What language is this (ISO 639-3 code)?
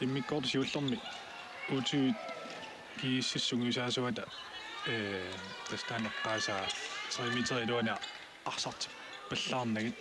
kal